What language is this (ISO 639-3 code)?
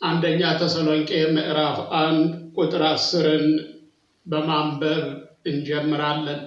amh